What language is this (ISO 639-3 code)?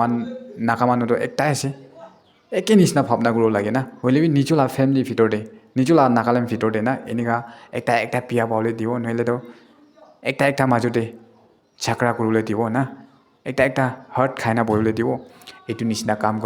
nag